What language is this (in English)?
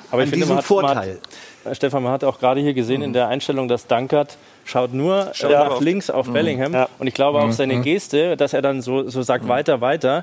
German